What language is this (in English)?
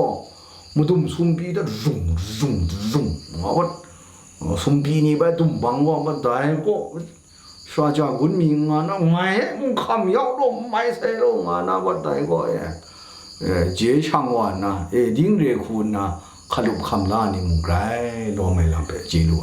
Kachin